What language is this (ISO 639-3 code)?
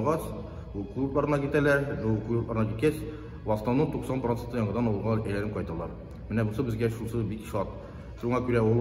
tat